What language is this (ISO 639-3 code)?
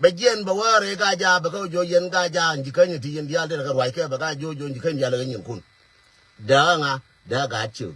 nus